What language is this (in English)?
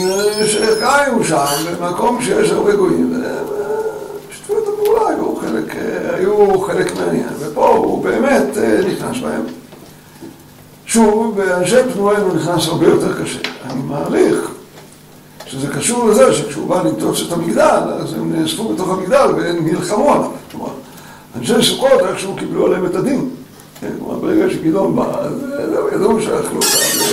Hebrew